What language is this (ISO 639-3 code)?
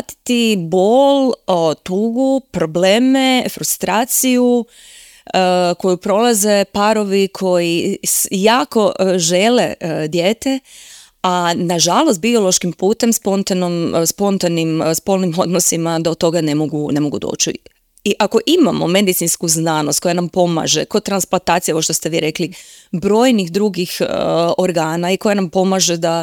hrv